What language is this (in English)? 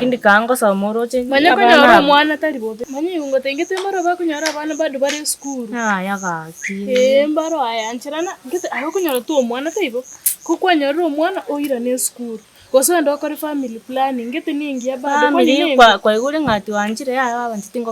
Gusii